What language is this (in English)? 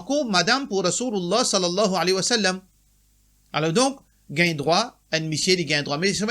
Morisyen